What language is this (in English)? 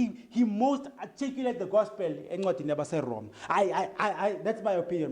Zulu